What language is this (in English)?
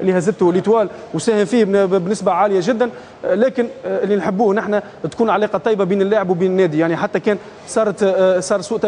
Tunisian Arabic